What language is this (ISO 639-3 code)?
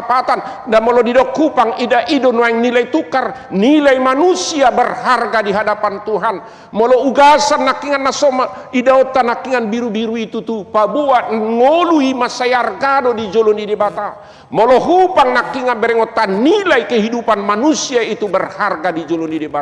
bbc